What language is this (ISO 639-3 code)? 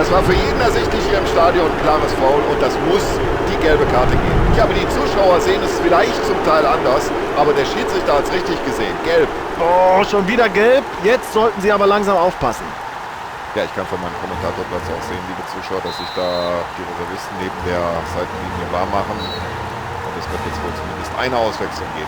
bar